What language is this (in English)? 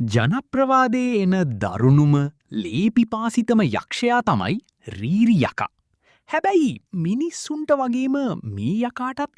Sinhala